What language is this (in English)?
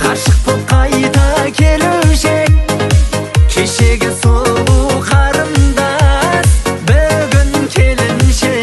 Kara-Kalpak